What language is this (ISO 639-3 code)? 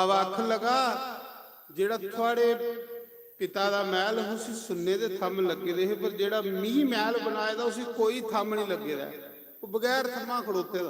doi